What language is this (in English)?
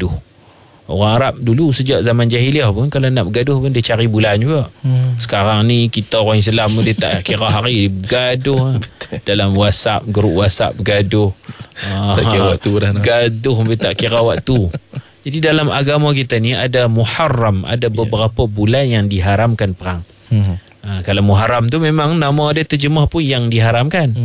Malay